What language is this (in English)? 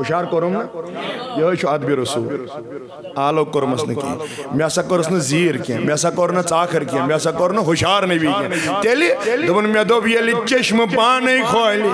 Kashmiri